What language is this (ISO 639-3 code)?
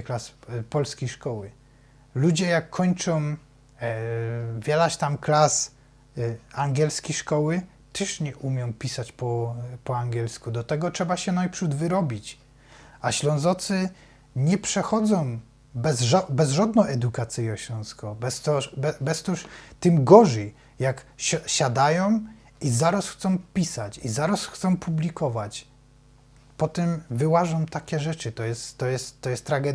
szl